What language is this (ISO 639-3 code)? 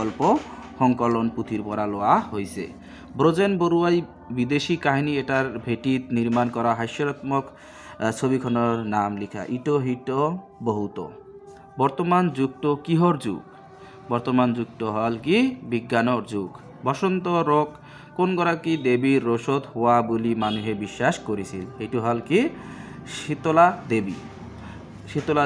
asm